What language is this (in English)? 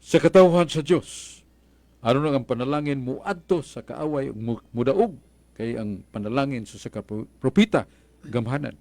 Cebuano